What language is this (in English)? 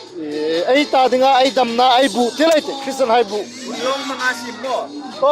Hmar